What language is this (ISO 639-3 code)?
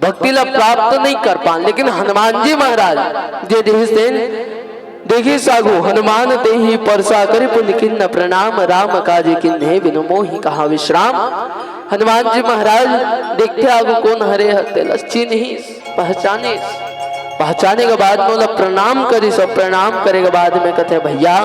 hne